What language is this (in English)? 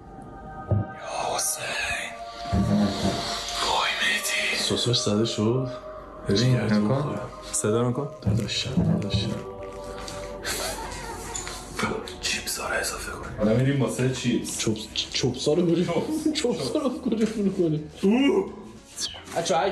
Persian